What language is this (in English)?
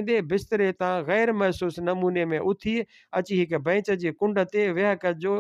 Sindhi